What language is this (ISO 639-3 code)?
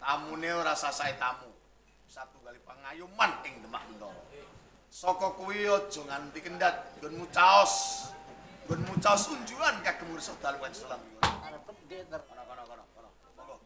jav